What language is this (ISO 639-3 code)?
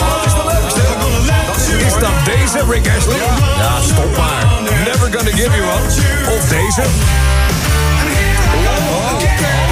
nld